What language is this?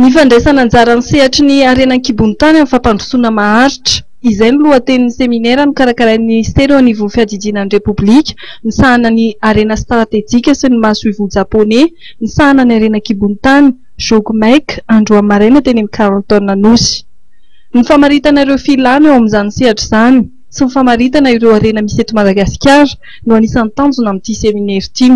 Malagasy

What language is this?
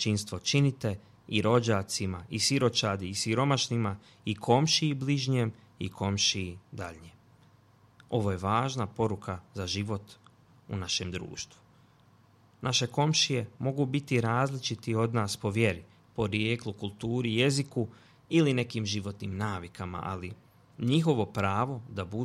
Bosnian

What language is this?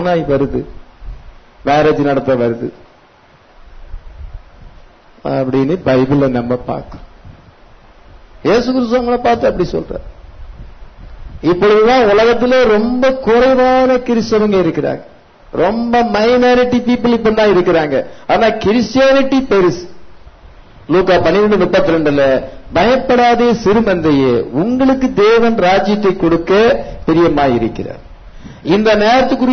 Tamil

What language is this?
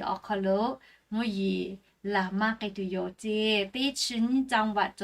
Lahu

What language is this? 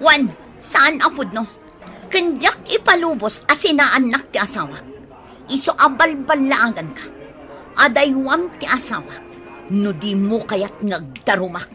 Iloko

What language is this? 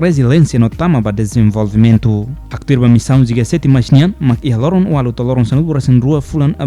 Tetum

